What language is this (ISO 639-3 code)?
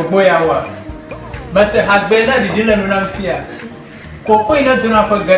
ewe